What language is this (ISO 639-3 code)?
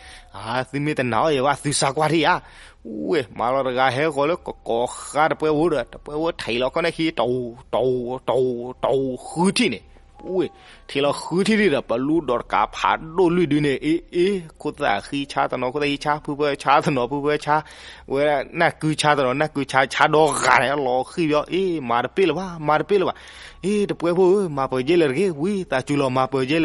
ksw